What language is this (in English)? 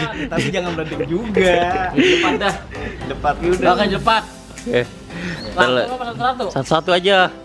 Betawi